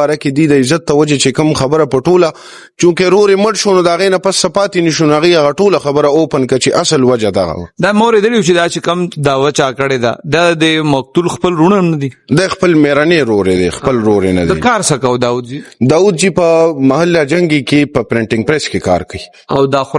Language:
Pashto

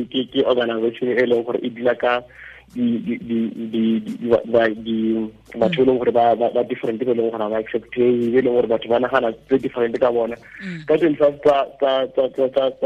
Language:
Tswana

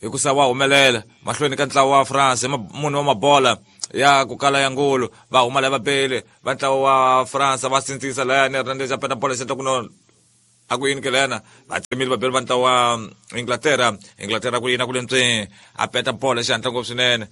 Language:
Tsonga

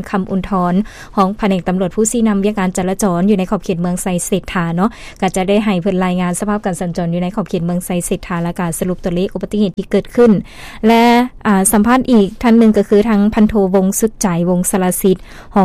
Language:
Lao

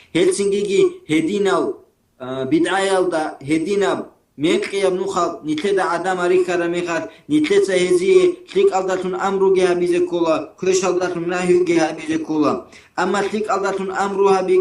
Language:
Avaric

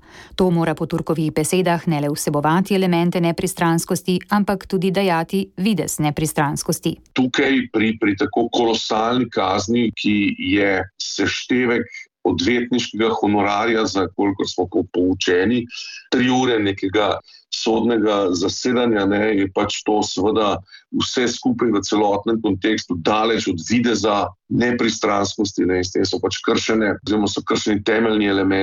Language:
Slovenian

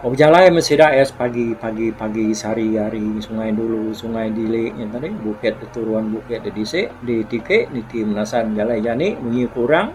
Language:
Iban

